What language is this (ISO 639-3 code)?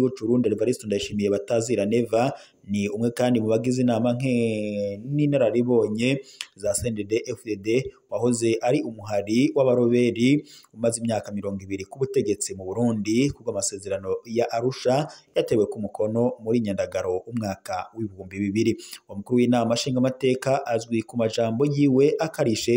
run